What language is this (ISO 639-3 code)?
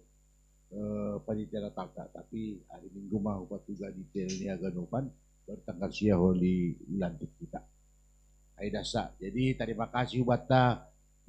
bts